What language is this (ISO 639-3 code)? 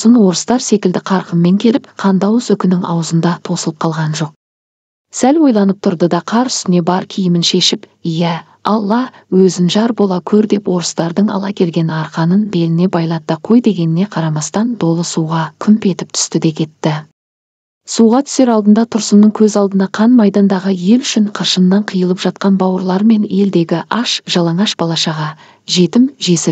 kaz